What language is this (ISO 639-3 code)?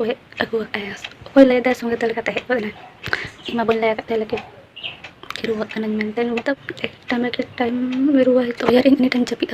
sat